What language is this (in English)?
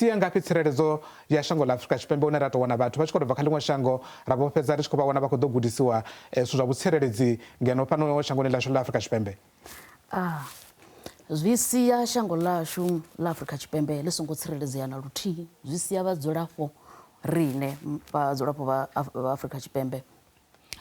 Venda